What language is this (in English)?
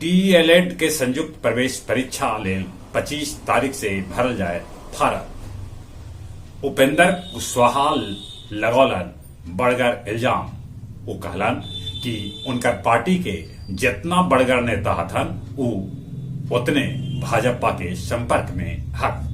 Magahi